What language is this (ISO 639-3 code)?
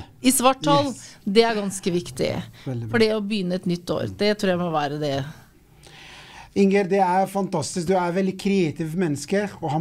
nor